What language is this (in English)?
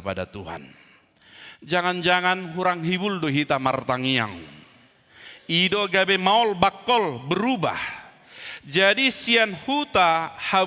Batak Toba